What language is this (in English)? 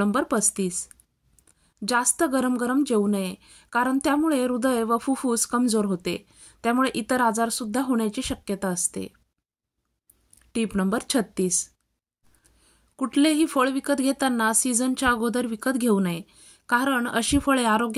Marathi